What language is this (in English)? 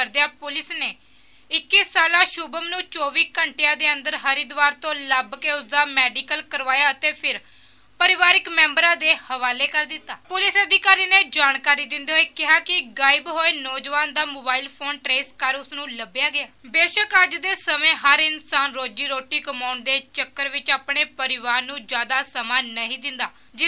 Punjabi